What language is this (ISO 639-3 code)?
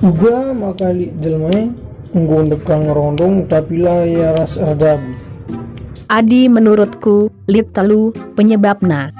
btx